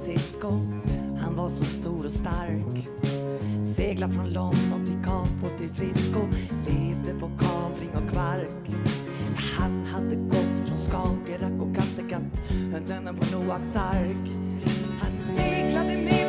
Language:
Swedish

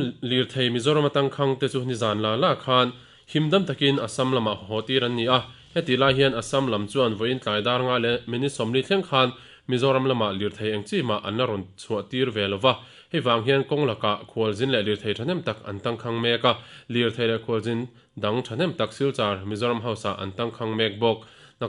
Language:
Mizo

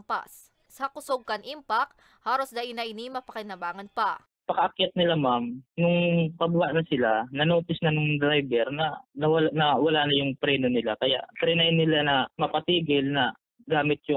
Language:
Bikol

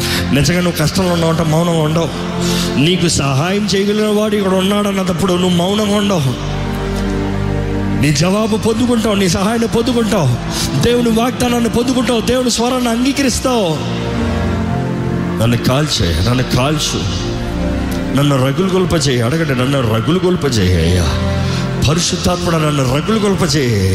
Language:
Telugu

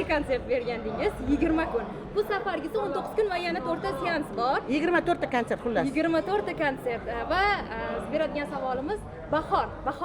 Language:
Uzbek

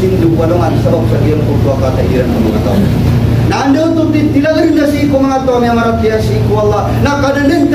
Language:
Maranao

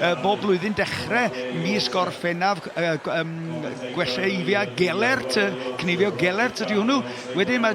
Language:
Welsh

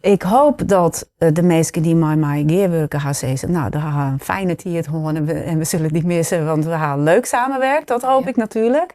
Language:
Western Frisian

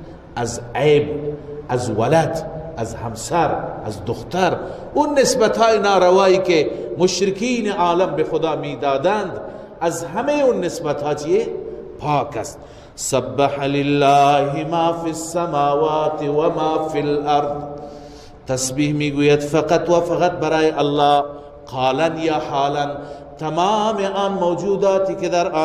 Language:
Persian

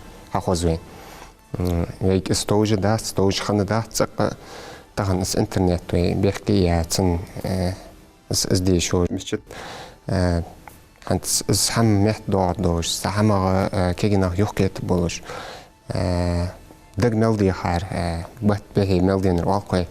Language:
Ingush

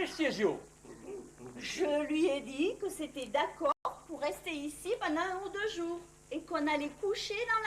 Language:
Occitan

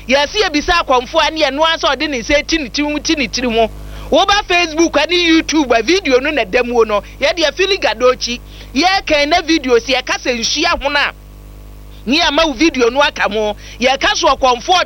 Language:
Akan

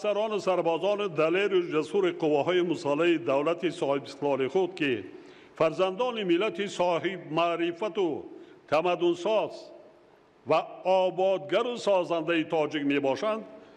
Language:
Tajik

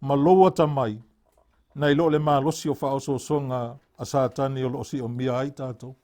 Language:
Samoan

